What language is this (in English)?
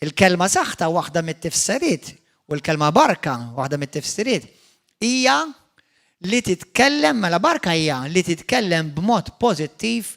Maltese